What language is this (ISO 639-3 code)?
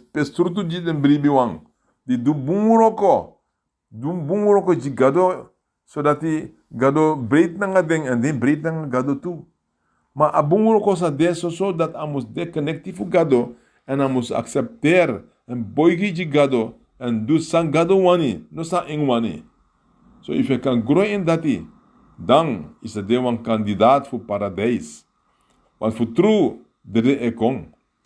srn